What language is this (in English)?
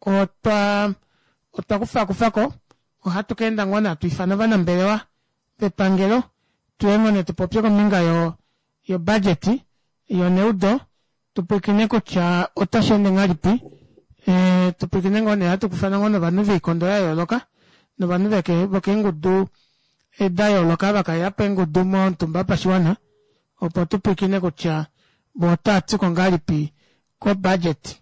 Kuanyama